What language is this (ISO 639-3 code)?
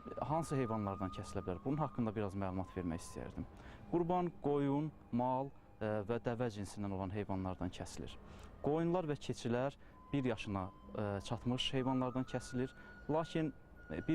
aze